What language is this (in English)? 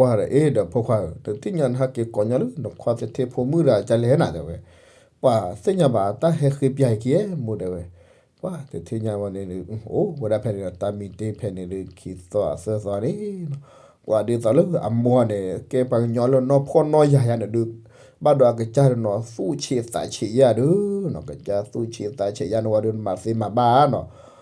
S'gaw Karen